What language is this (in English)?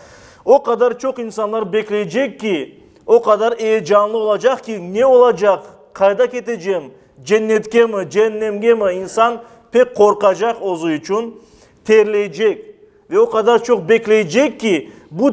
Crimean Tatar